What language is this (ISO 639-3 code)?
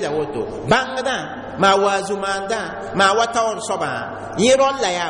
mos